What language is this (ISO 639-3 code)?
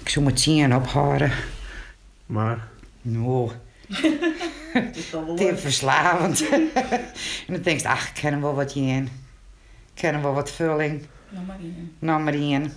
fry